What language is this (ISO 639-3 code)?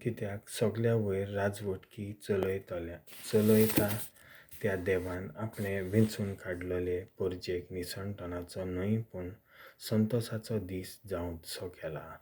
kok